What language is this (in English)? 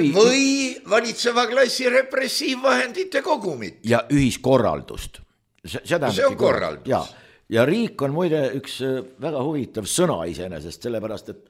Estonian